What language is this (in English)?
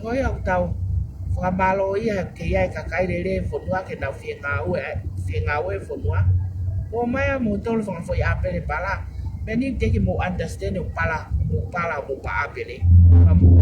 Tongan